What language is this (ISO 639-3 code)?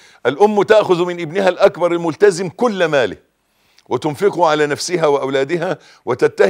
arz